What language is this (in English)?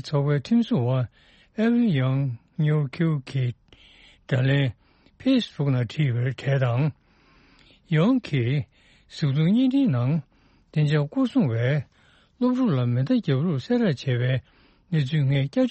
Tibetan